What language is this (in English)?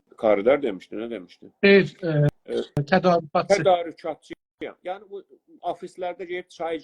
South Azerbaijani